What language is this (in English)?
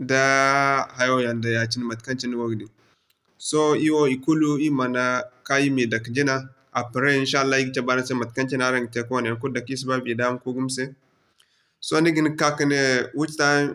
Zarma